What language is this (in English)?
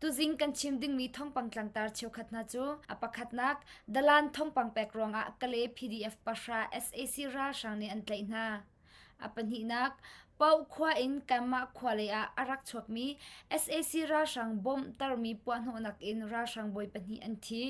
Hakha Chin